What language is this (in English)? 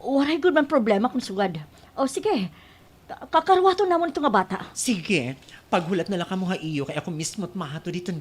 Waray